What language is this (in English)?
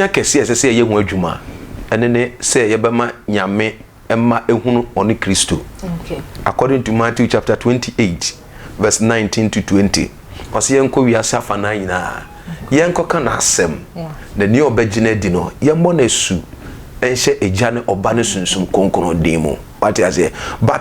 Akan